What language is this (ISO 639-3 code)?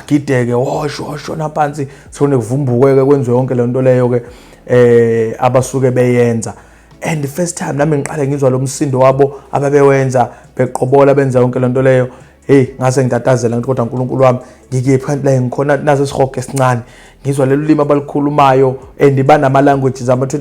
zul